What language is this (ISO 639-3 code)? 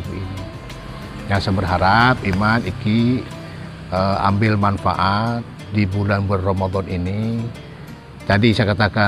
bew